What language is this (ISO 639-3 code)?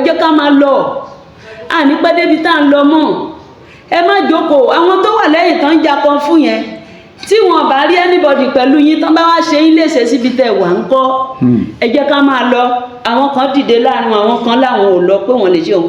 yor